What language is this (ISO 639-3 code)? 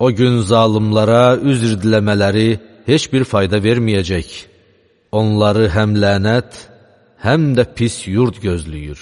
aze